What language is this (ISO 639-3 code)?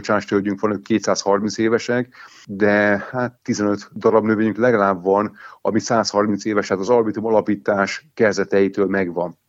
hun